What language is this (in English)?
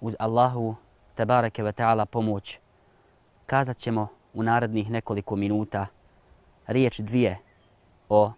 Bosnian